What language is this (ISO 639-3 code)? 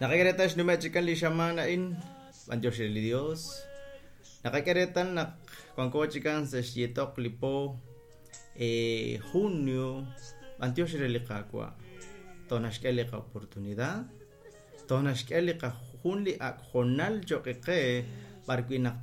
kek